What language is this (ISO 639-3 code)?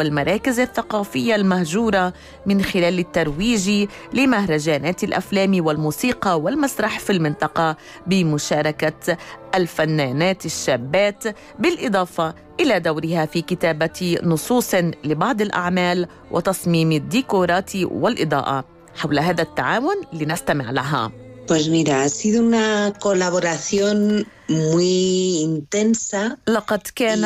ara